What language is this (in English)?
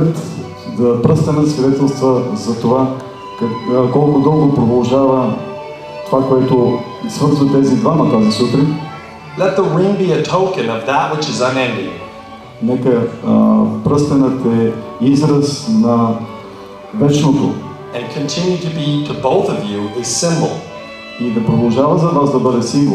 Bulgarian